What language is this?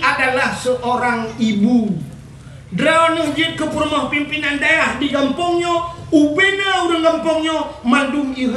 Achinese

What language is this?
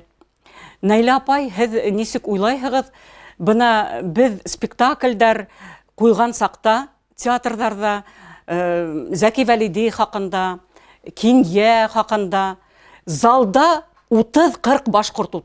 Bashkir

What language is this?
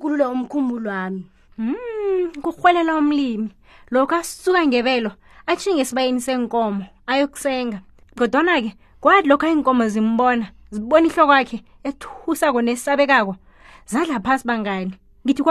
South Ndebele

